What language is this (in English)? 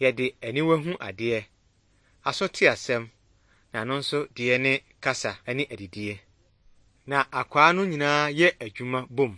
Akan